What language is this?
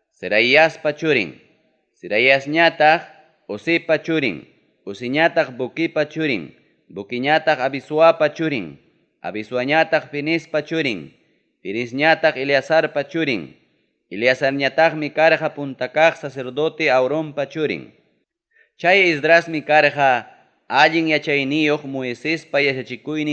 Ayacucho Quechua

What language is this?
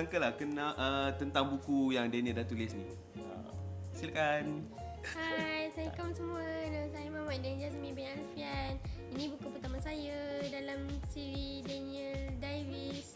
Malay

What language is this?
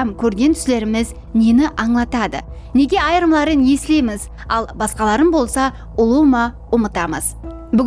Kara-Kalpak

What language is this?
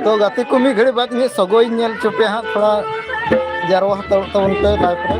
Santali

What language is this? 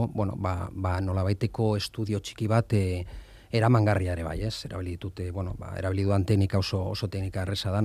Basque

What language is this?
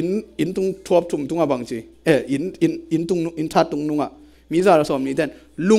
Tedim Chin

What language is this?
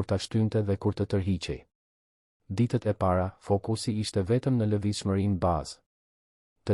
Albanian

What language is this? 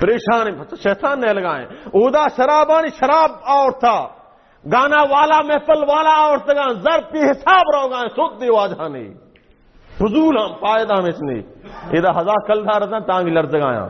Baluchi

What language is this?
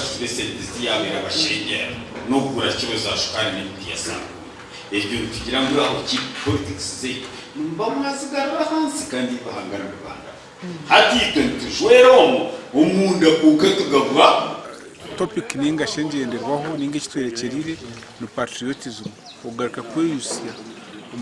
Nyankole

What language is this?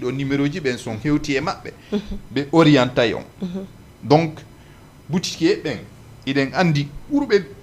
Fula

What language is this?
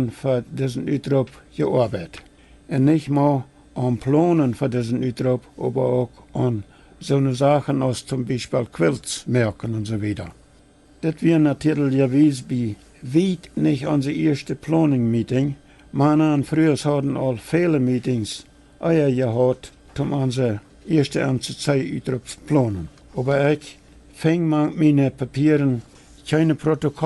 Plautdietsch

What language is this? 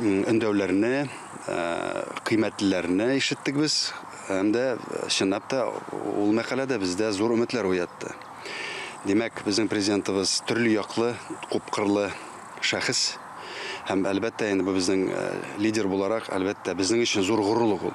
Tatar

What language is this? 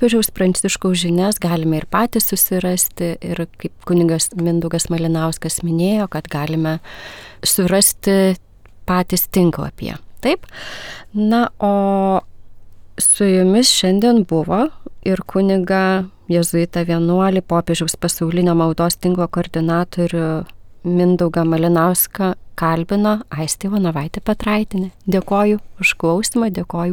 Lithuanian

